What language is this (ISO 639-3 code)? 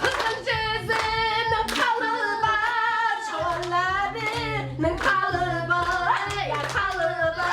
kaa